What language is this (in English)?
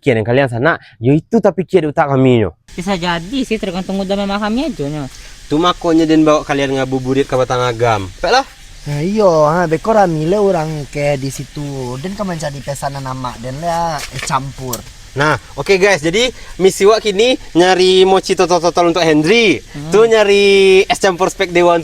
Minangkabau